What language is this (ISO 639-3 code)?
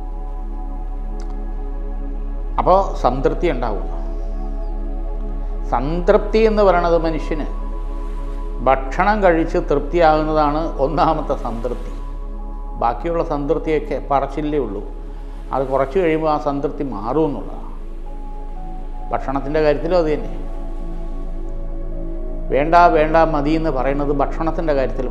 mal